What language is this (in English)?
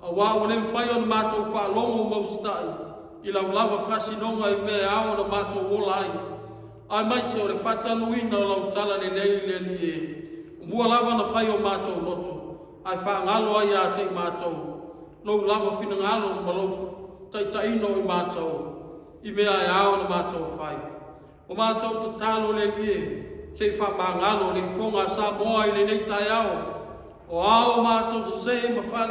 Samoan